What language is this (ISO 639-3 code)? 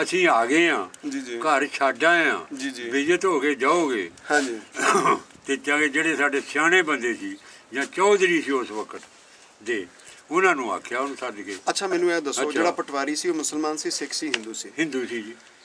pan